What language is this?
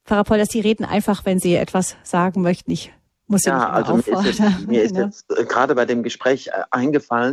German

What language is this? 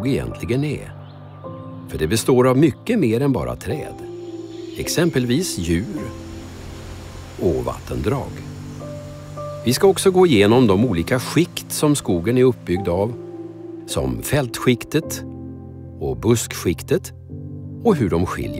Swedish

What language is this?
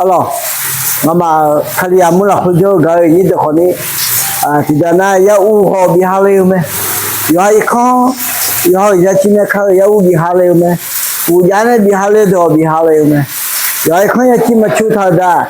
Akha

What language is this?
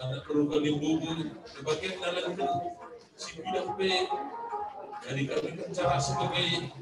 Batak Karo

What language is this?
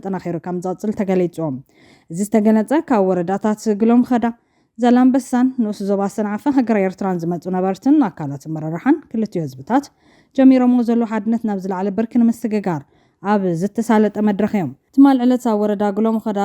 Tigrinya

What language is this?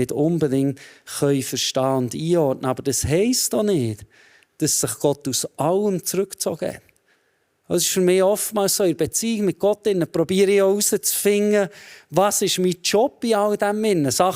Swiss German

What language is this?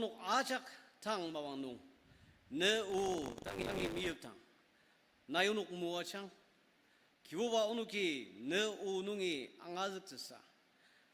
Ao Naga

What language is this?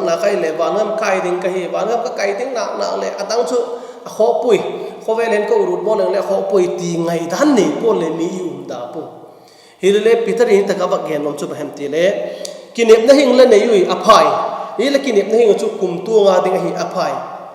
Vaiphei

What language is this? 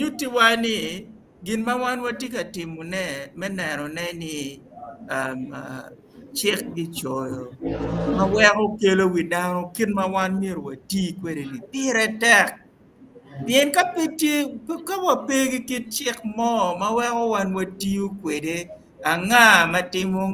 Acoli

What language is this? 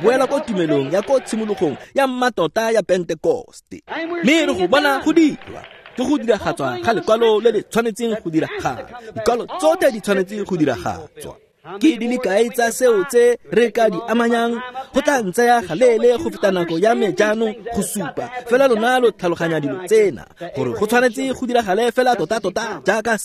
Tswana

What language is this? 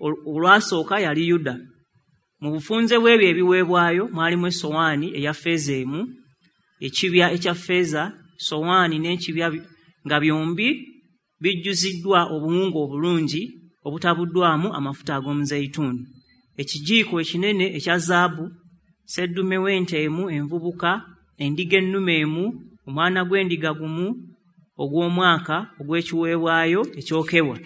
Ganda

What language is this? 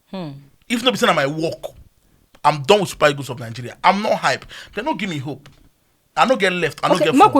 Nigerian Pidgin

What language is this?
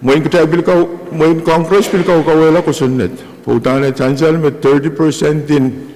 Pohnpeian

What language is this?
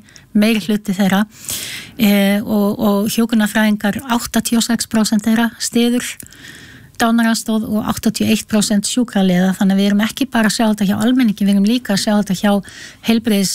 Icelandic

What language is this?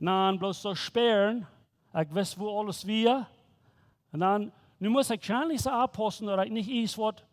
Plautdietsch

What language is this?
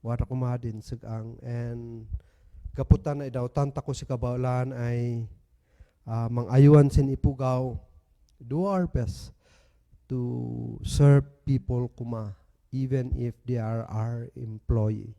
Kankanaey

